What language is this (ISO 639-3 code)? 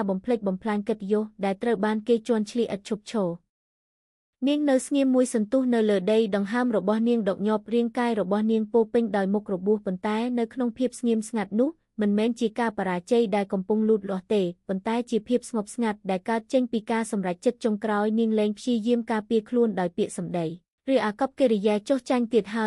khm